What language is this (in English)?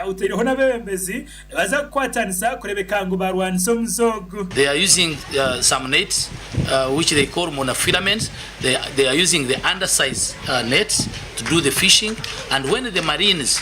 Nyankole